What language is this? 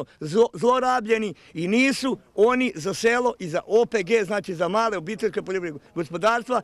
Croatian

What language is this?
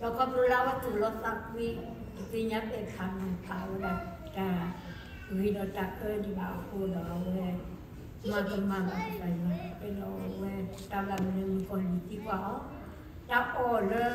S'gaw Karen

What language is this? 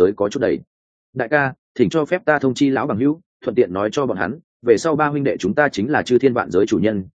Vietnamese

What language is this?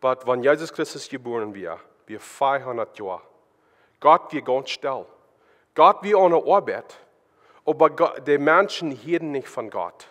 Plautdietsch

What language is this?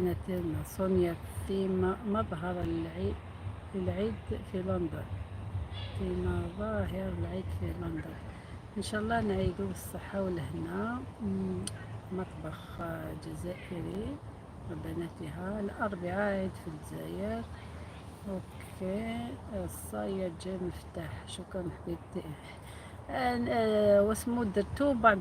Algerian Arabic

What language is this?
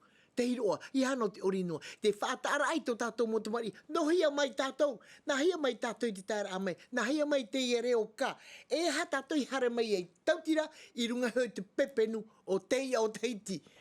Tahitian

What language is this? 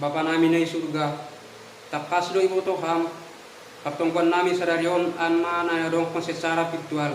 Batak Simalungun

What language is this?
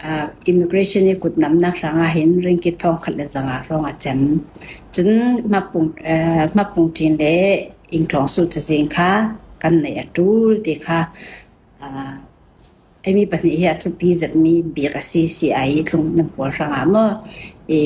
Falam Chin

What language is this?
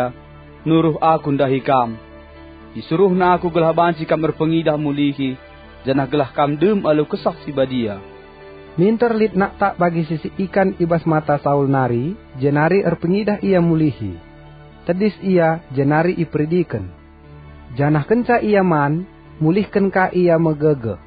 Batak Karo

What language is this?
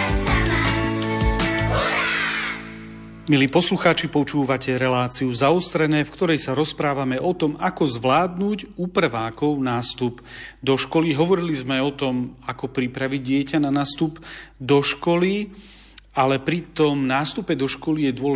Slovak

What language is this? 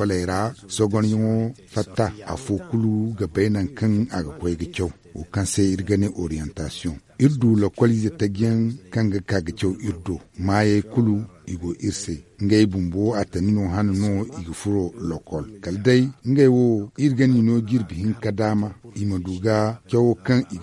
Zarma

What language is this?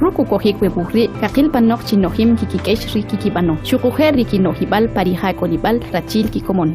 Kʼicheʼ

